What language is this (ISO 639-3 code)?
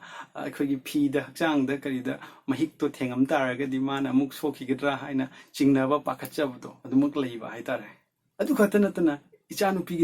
mni